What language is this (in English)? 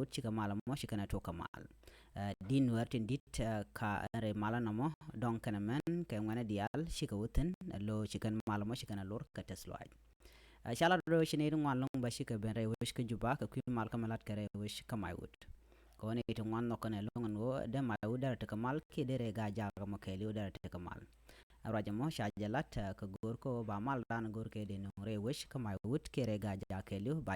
Nuer